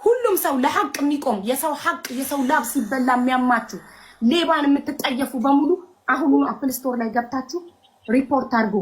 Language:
Amharic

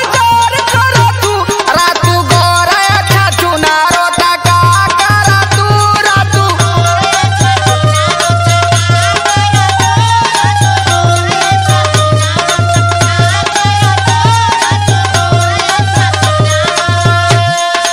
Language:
Bhojpuri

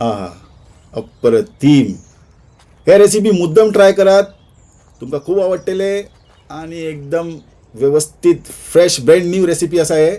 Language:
Konkani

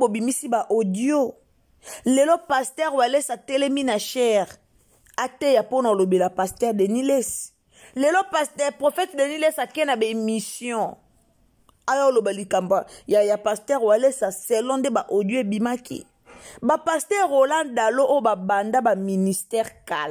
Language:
Lingala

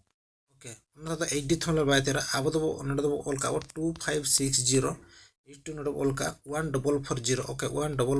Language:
Santali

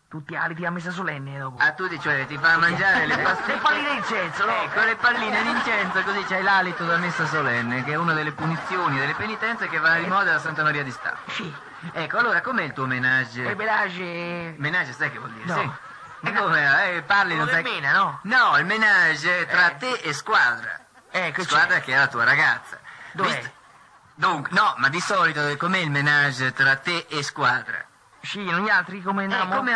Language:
Italian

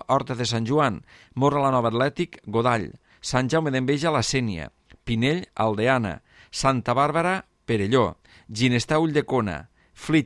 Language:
Catalan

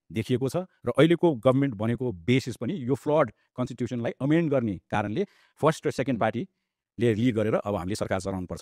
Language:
Nepali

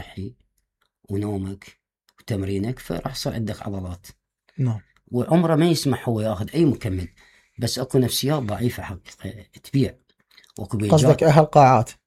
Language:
Mesopotamian Arabic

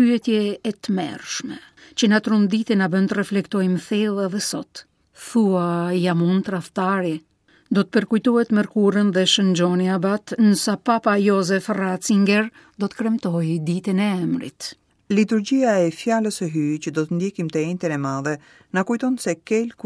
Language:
Albanian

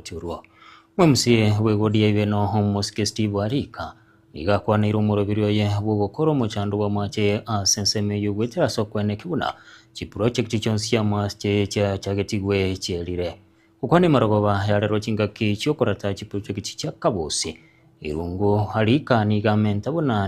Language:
Gusii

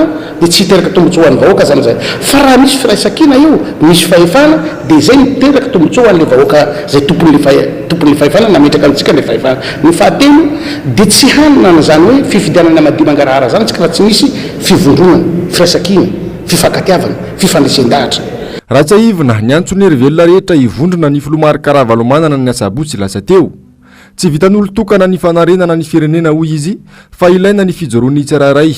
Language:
Malagasy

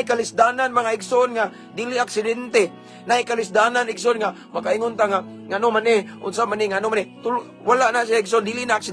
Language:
Cebuano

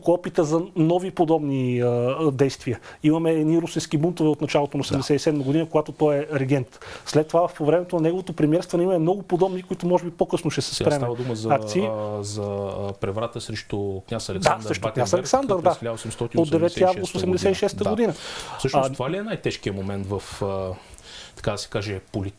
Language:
Bulgarian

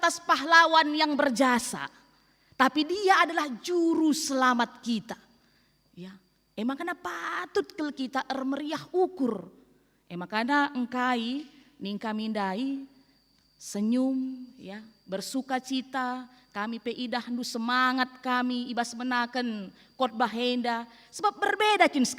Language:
Batak Karo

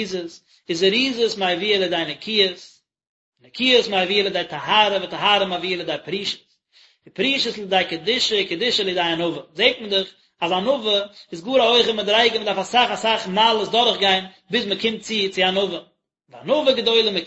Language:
Yiddish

